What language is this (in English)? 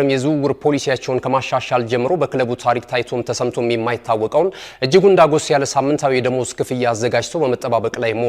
Amharic